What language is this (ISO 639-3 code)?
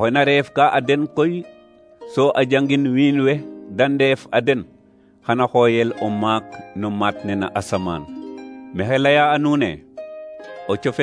srr